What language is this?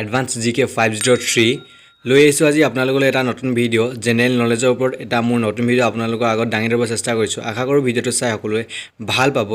Assamese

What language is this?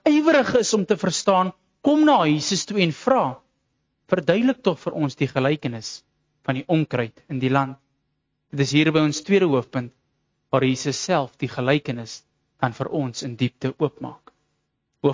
Afrikaans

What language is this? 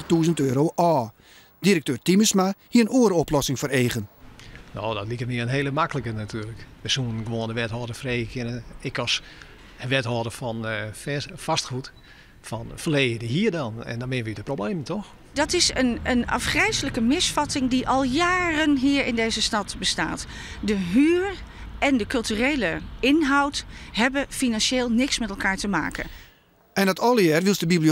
Western Frisian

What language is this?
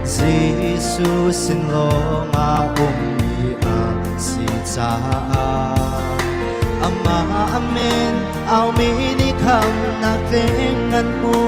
Hakha Chin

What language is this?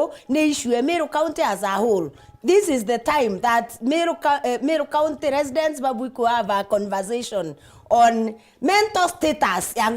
Meru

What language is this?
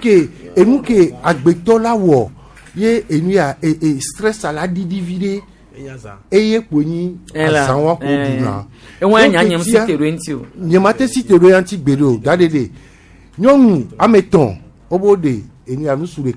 Gen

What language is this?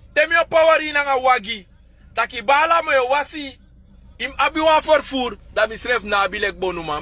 Sranan Tongo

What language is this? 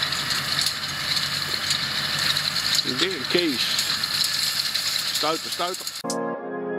Dutch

